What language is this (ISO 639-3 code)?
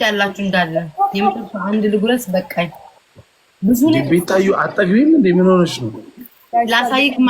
amh